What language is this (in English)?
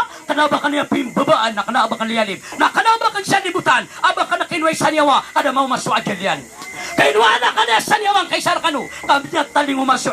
Maranao